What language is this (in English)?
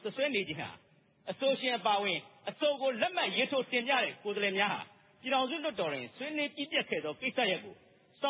Burmese